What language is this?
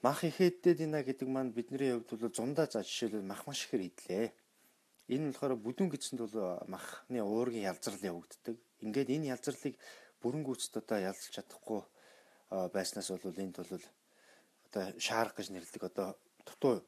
Mongolian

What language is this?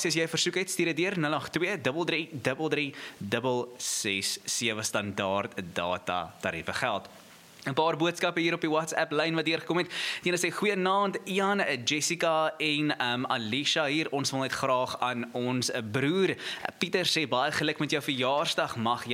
Afrikaans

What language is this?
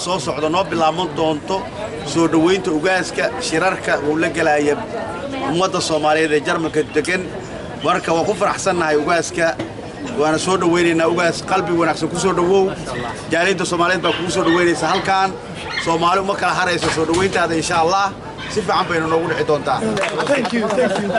Somali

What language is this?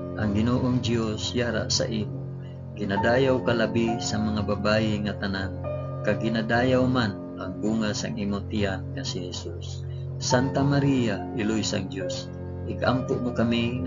Hiligaynon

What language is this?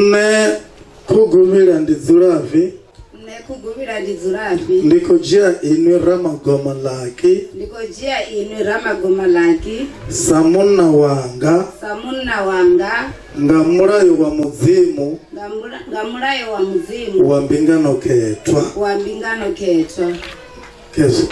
Venda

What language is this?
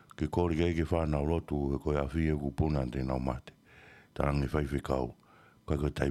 Tongan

